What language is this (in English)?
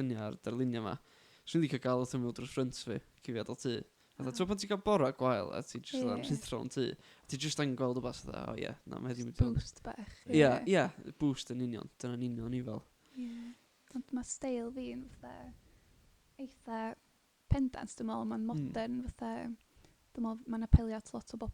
Welsh